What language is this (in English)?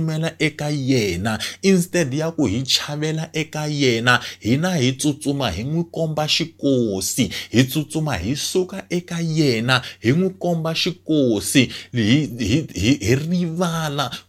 Tsonga